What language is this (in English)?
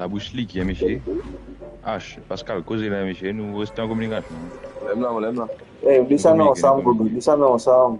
Morisyen